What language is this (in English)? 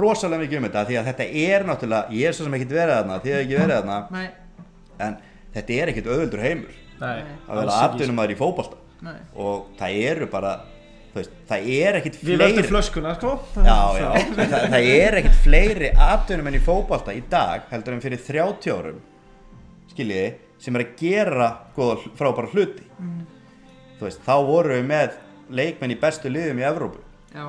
Icelandic